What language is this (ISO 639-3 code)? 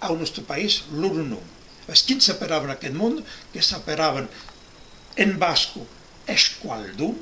oci